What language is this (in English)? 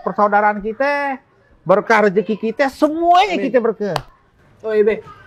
Betawi